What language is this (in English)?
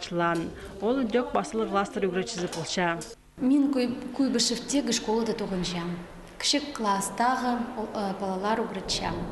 Khakas